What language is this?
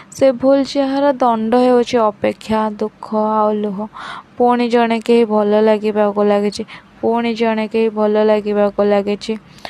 Odia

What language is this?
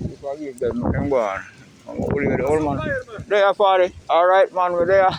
Jamaican Creole English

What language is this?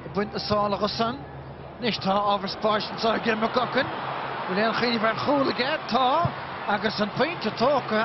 Irish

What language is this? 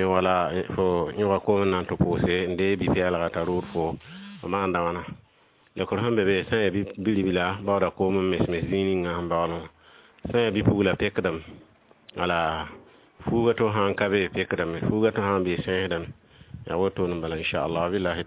Mossi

